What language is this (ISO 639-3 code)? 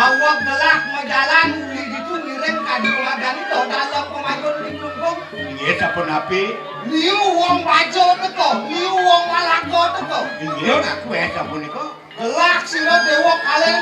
ban